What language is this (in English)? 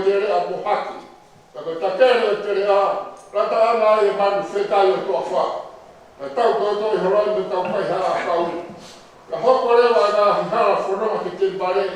Tongan